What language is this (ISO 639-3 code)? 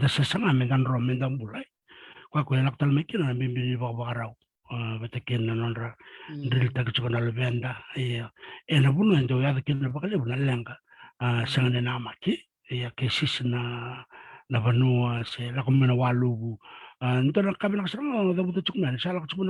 fij